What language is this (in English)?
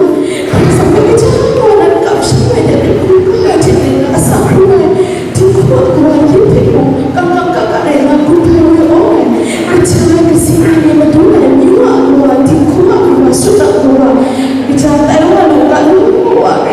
Kachin